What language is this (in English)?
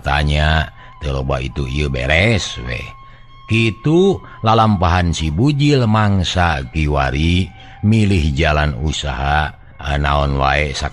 Sundanese